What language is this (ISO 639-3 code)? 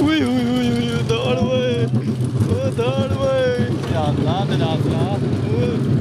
skr